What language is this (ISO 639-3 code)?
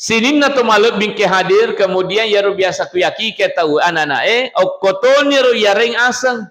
bug